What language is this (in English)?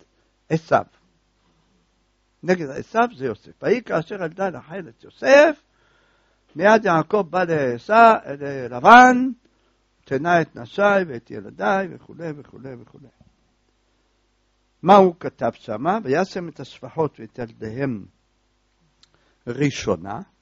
Hebrew